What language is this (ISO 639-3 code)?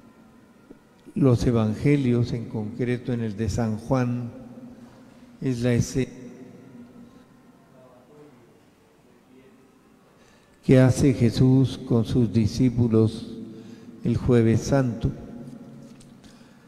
spa